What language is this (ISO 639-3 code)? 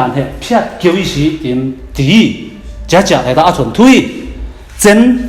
cfm